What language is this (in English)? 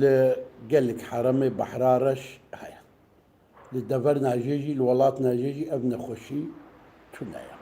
Kurdish